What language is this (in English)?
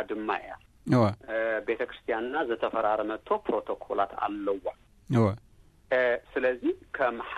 Tigrinya